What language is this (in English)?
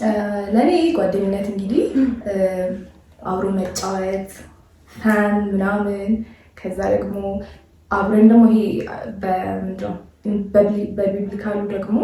Amharic